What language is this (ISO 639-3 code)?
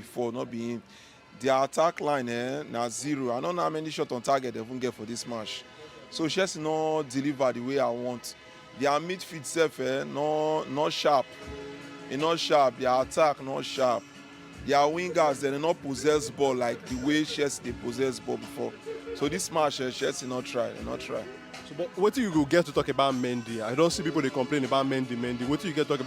pcm